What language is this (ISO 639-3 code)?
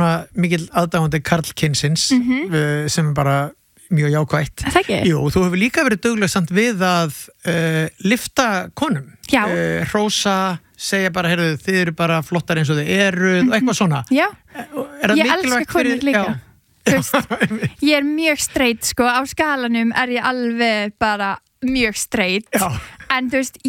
isl